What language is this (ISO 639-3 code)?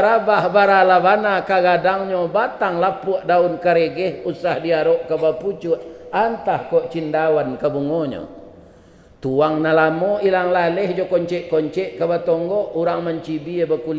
min